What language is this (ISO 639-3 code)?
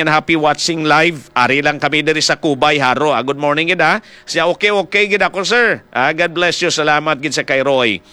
hil